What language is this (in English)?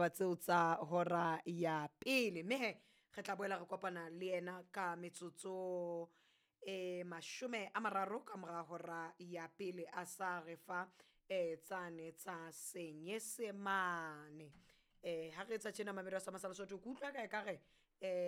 Southern Sotho